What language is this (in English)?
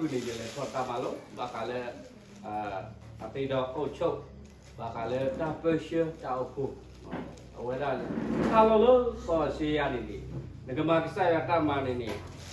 S'gaw Karen